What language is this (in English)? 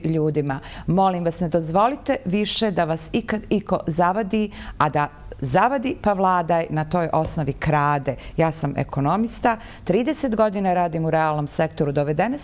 Bosnian